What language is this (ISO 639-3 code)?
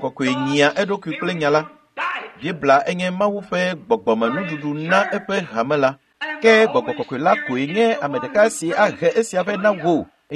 ewe